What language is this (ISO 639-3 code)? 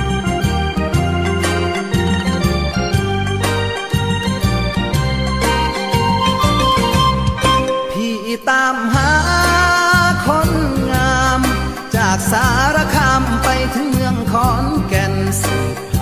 tha